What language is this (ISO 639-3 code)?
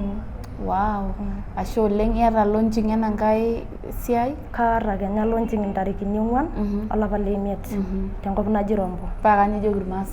mas